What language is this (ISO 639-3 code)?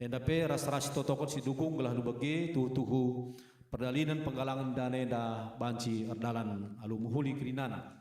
btx